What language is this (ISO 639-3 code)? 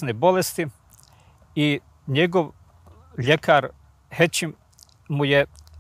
bos